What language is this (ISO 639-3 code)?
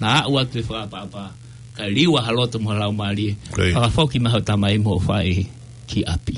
ton